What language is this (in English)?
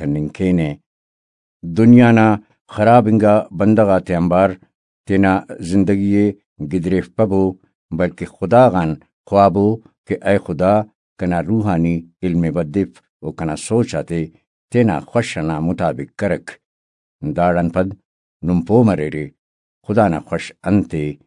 Brahui